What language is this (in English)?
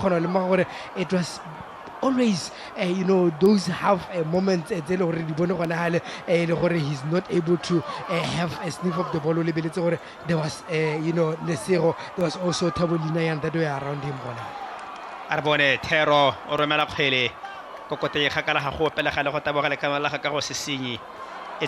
Tswana